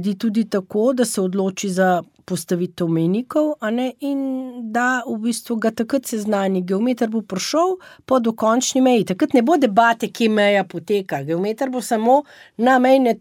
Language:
Slovenian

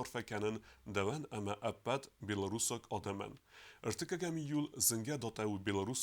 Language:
Ossetic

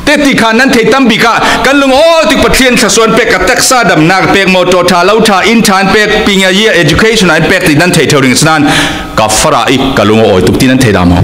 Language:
Falam Chin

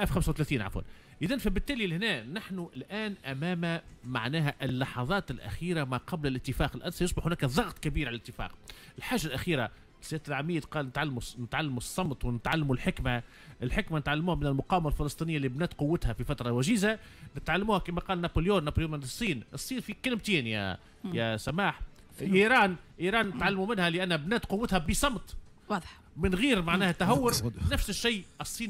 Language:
Tunisian Arabic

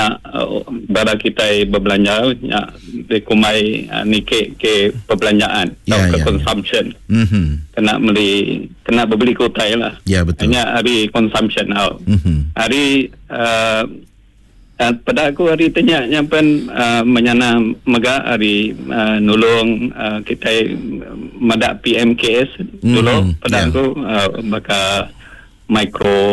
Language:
Iban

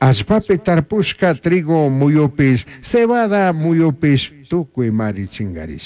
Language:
Chimborazo Highland Quichua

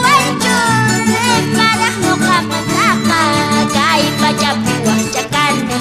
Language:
Quechua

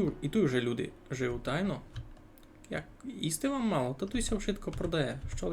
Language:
Rusyn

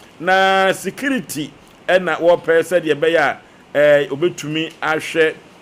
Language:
Akan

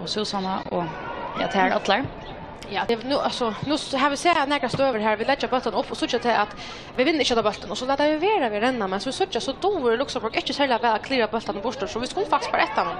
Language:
Faroese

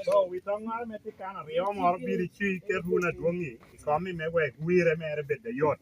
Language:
Lango (Uganda)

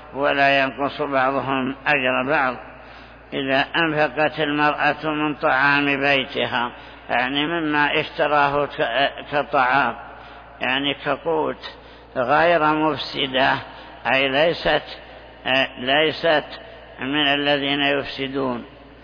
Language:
Arabic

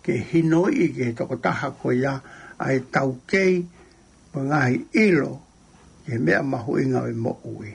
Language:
Tongan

